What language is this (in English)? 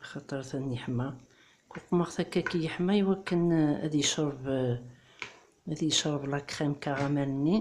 Kabyle